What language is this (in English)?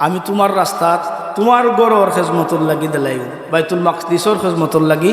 Sylheti